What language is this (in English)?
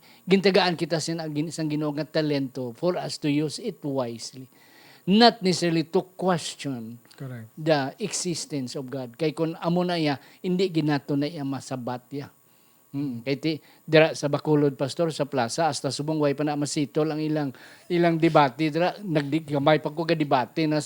Hiligaynon